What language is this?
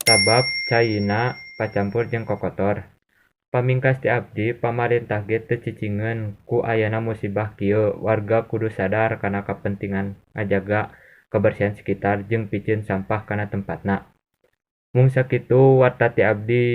Sundanese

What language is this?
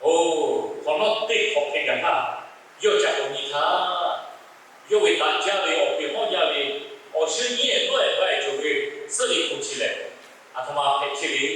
Lahu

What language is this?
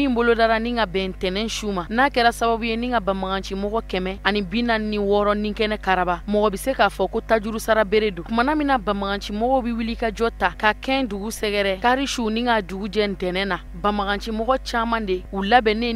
Bambara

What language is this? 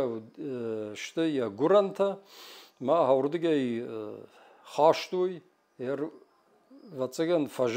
Ossetic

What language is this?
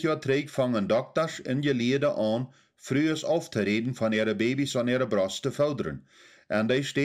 Plautdietsch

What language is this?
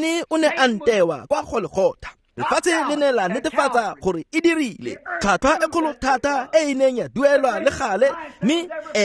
Tswana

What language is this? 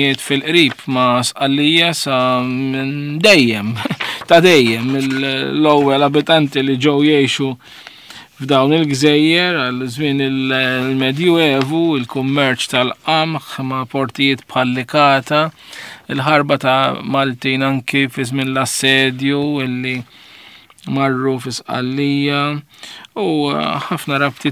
Maltese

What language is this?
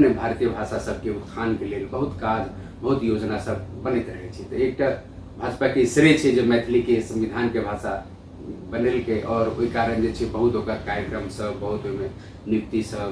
Maithili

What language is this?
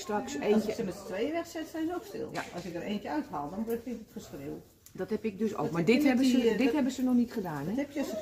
Dutch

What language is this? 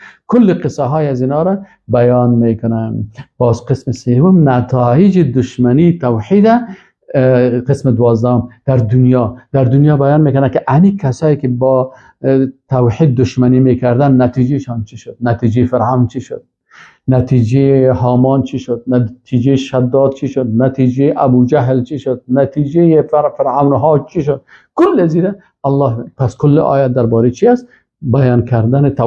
Persian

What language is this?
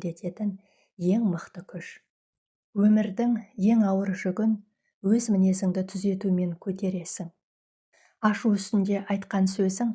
Kazakh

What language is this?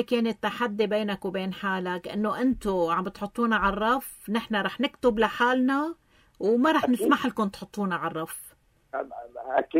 North Levantine Arabic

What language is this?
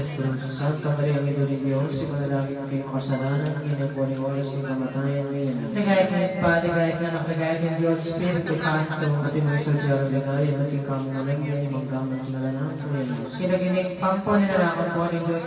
Pampanga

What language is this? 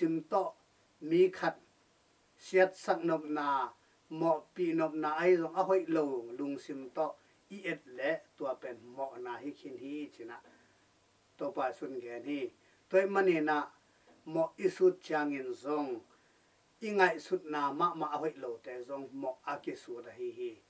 Tedim Chin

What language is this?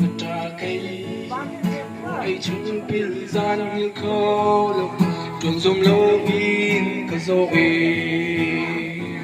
Hakha Chin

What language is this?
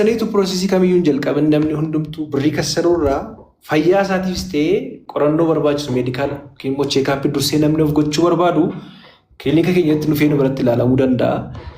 Oromo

